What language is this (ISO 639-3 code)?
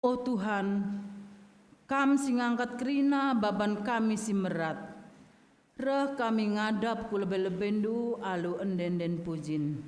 btx